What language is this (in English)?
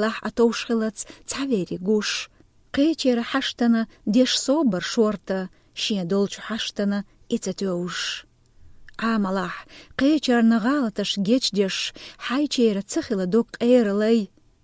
Chechen